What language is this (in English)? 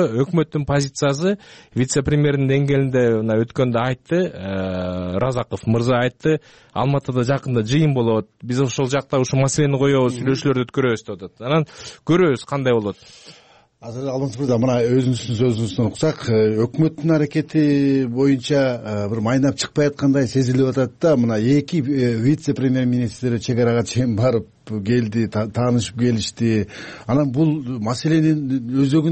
Kyrgyz